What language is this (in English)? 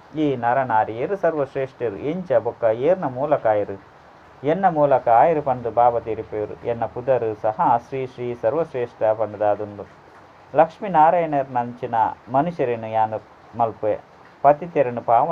Tulu